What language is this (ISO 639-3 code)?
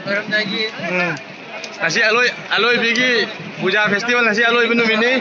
mni